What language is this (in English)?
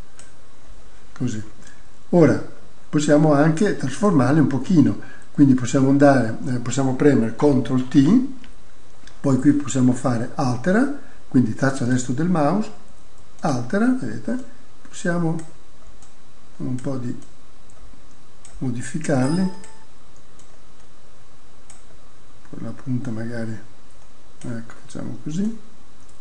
Italian